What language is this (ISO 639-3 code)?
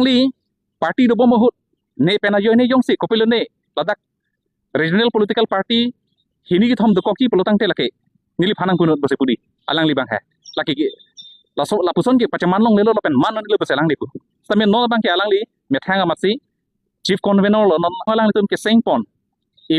mjw